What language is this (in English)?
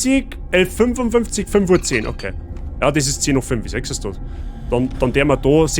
Bavarian